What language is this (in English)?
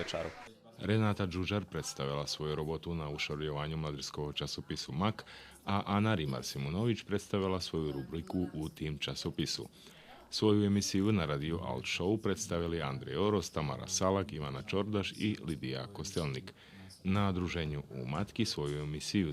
Rusyn